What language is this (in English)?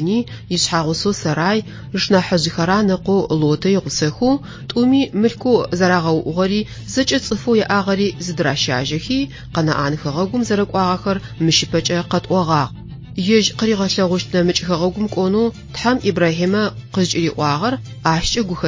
Adyghe